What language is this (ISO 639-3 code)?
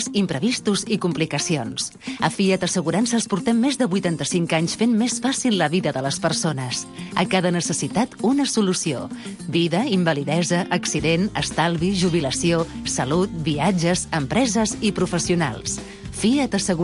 cat